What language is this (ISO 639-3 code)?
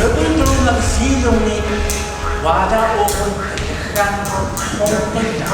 trv